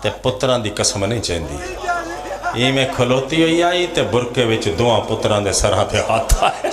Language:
Pahari-Potwari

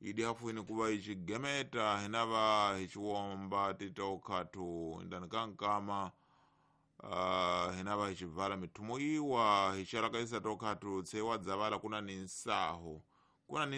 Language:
Tsonga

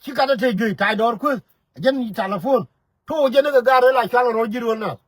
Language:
Nuer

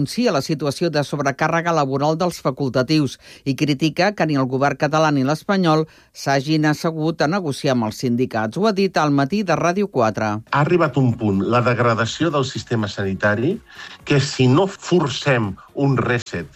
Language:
Catalan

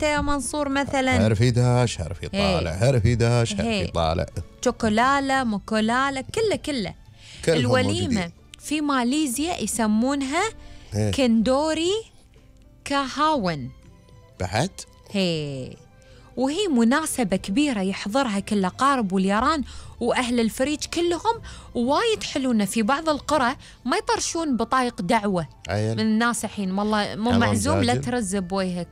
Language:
Gulf Arabic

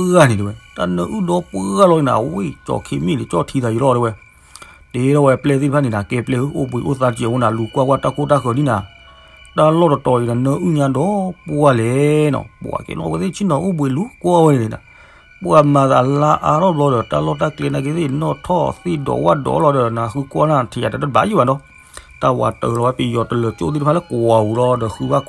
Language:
S'gaw Karen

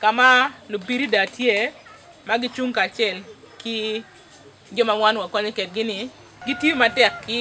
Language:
Acoli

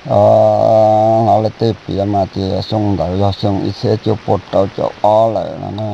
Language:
Hmong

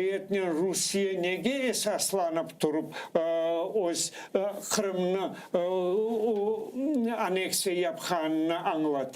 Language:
Crimean Tatar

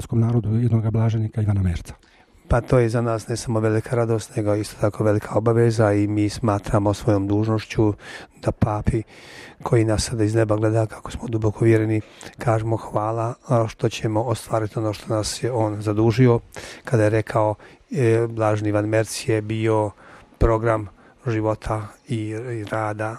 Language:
Croatian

